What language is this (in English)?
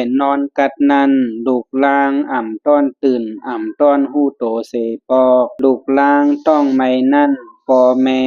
Shan